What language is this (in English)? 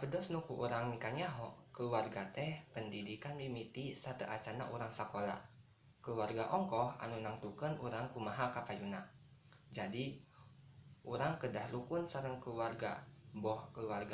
Sundanese